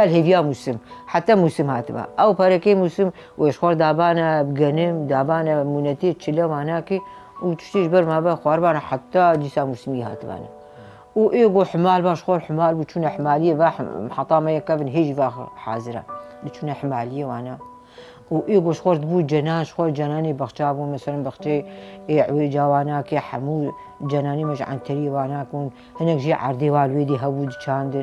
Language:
Kurdish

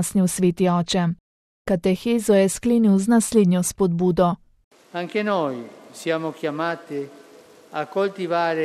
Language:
Slovenian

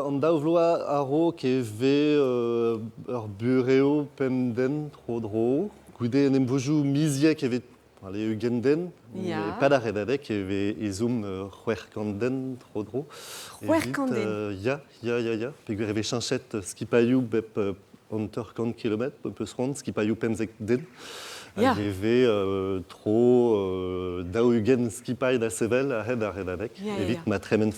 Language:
Breton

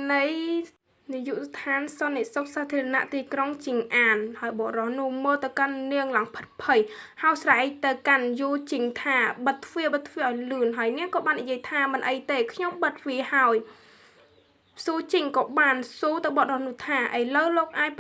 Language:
Khmer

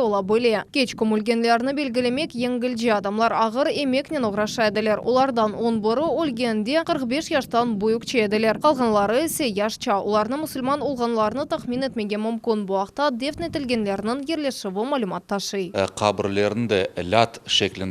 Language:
Crimean Tatar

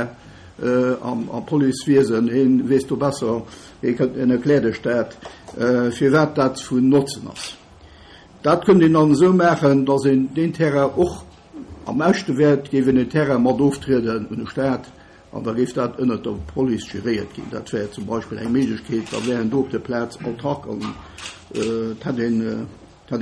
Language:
Luxembourgish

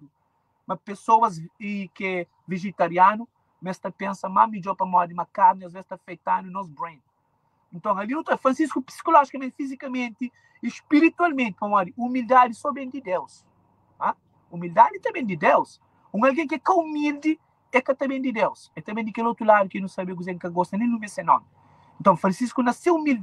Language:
Kabuverdianu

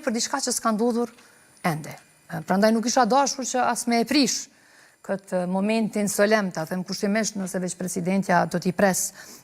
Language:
Albanian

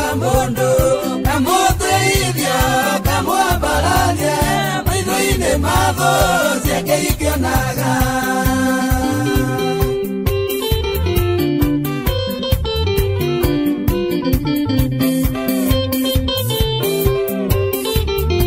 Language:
Swahili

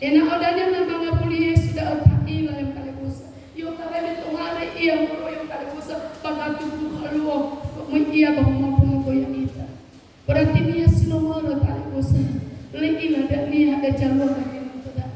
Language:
Nias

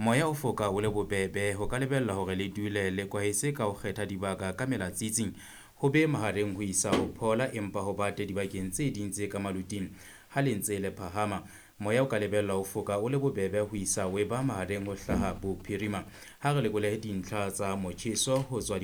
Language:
Southern Sotho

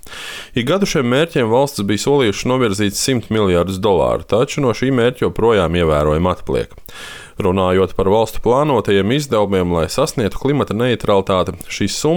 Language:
Latvian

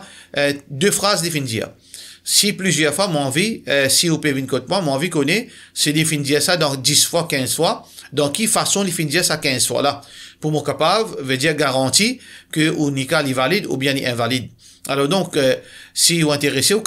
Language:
Morisyen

